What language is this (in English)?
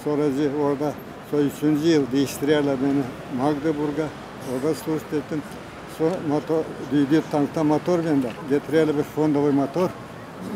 Gagauz